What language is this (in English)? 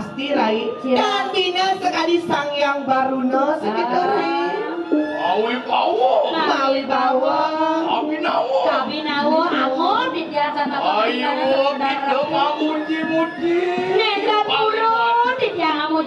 Balinese